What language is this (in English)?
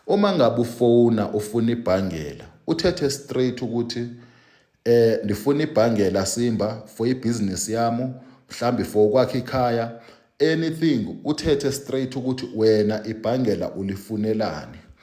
Zulu